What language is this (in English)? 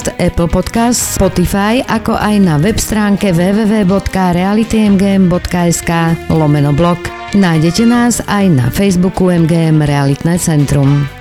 Slovak